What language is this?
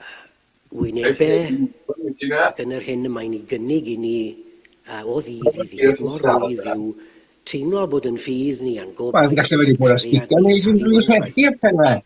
Welsh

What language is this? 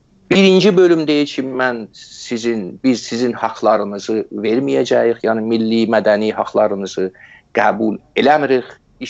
South Azerbaijani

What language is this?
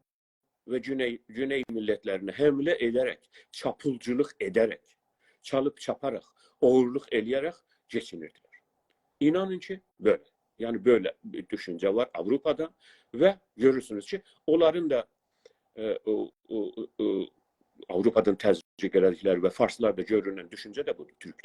South Azerbaijani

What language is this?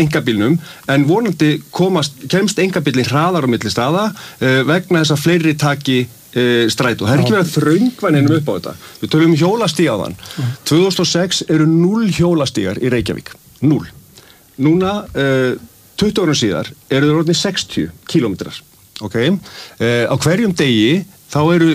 Icelandic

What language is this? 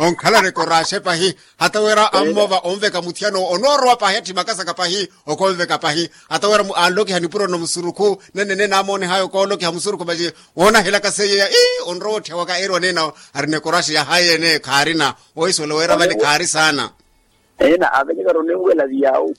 Makhuwa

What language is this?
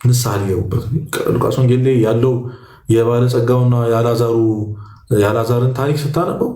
Amharic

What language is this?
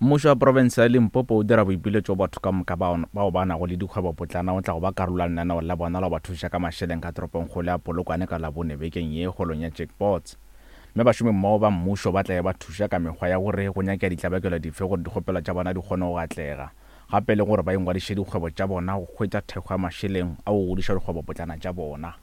Northern Sotho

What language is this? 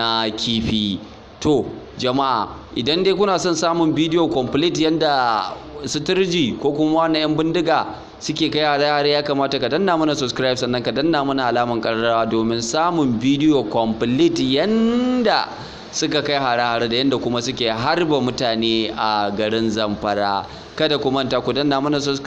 Hausa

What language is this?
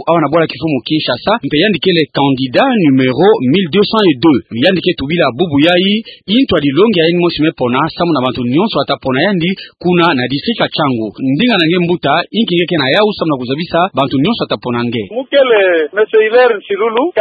Kituba (Democratic Republic of Congo)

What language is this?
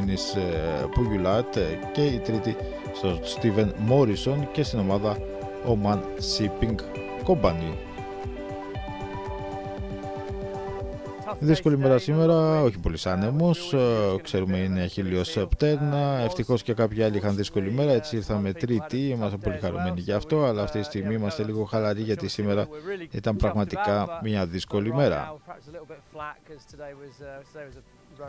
Greek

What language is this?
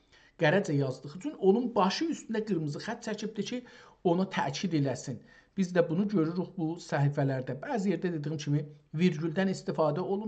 South Azerbaijani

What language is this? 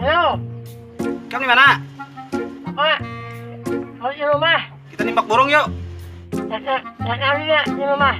Banjar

